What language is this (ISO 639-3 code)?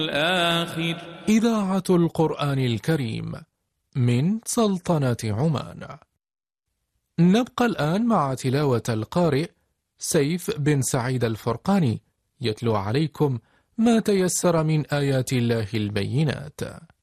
ara